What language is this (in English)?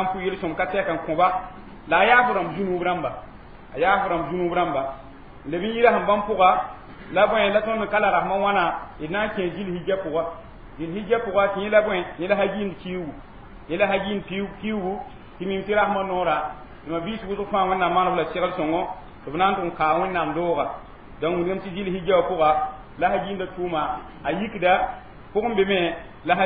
Mossi